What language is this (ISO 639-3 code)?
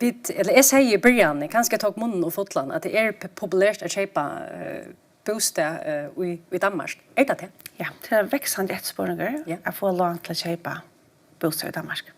fao